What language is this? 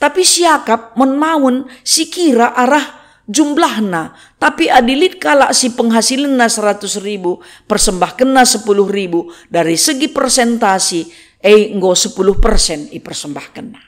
Batak Karo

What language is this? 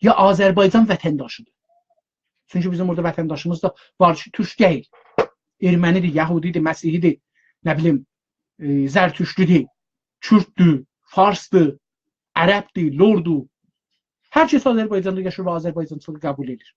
South Azerbaijani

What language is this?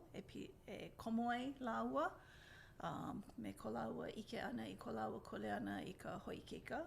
Hawaiian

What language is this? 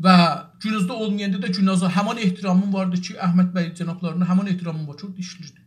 South Azerbaijani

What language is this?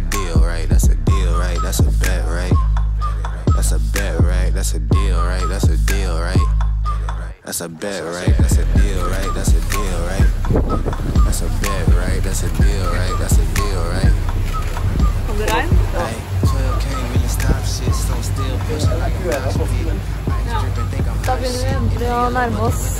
Norwegian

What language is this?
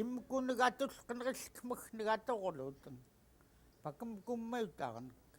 Central Yupik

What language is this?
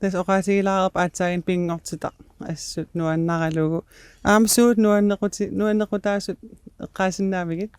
Kalaallisut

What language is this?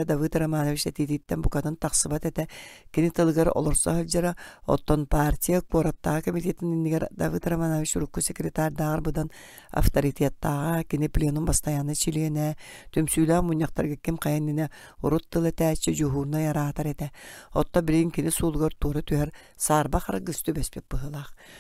Yakut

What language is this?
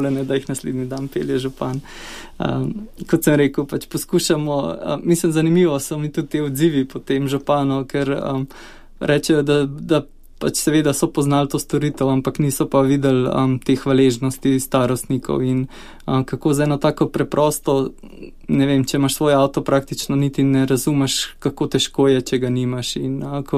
Slovenian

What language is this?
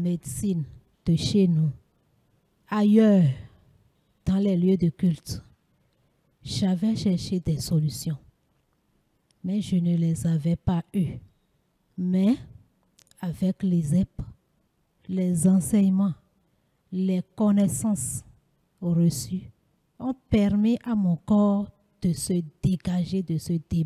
French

